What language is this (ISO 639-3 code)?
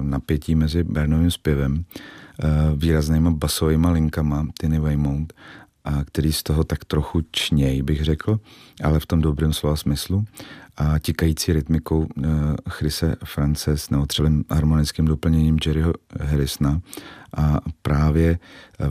ces